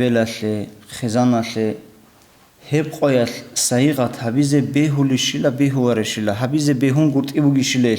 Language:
Avaric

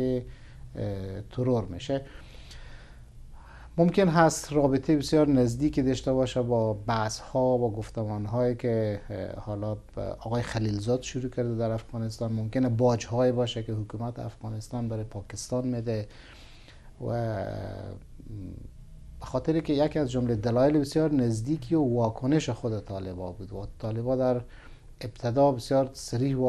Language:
Persian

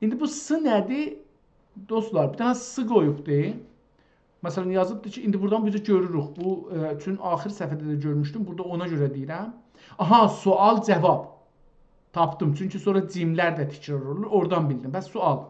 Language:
South Azerbaijani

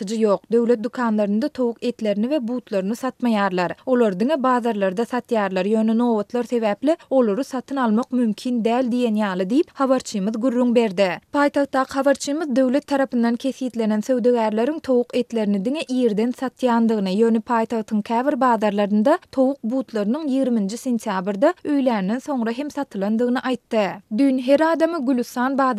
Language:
Turkmen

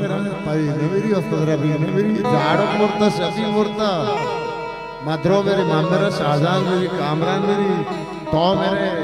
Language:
Baluchi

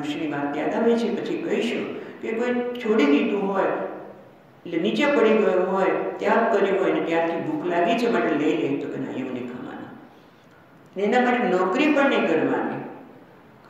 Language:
Gujarati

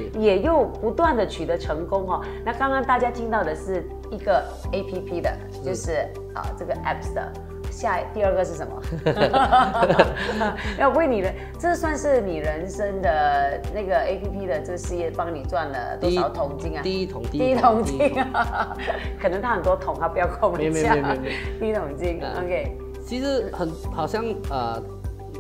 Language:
Chinese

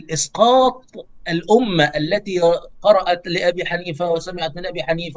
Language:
Arabic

